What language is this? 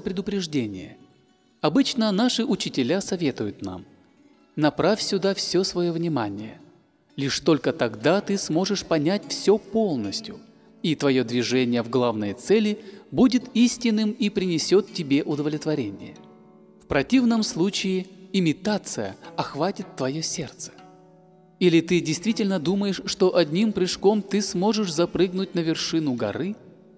Russian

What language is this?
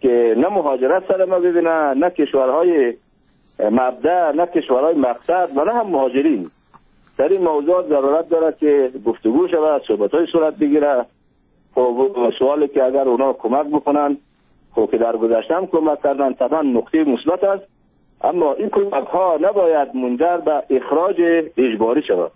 Persian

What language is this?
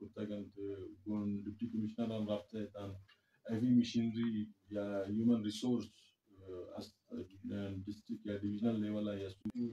Eastern Balochi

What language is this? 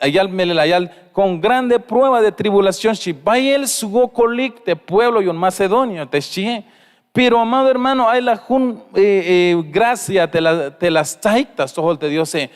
Tzeltal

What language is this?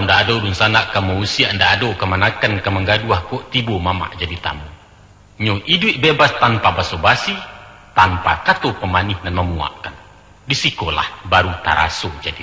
Minangkabau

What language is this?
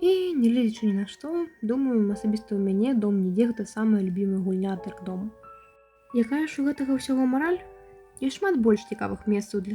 Belarusian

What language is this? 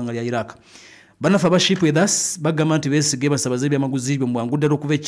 Ganda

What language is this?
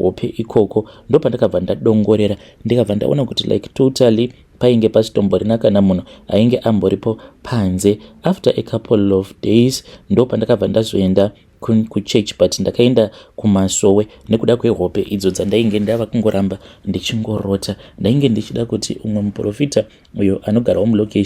Shona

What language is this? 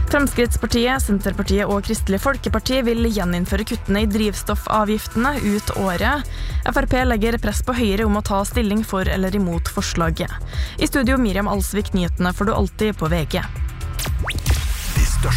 Norwegian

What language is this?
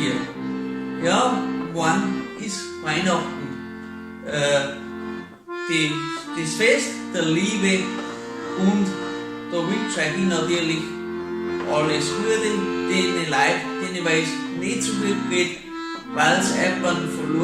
Bavarian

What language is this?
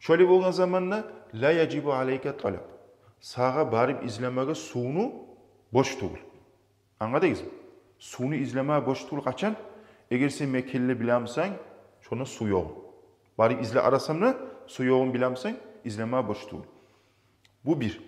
Kumyk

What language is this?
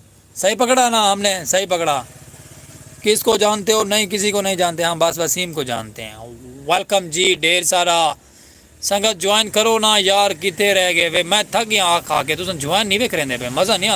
Saraiki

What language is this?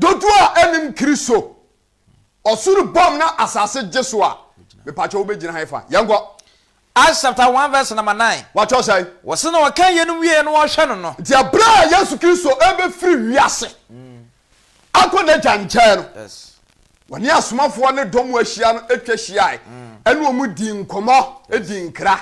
Akan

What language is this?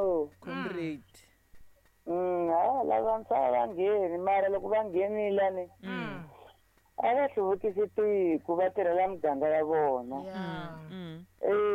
Tsonga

